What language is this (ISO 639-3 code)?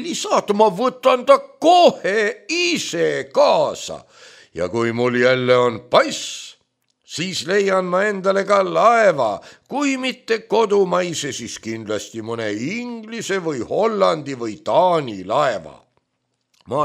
est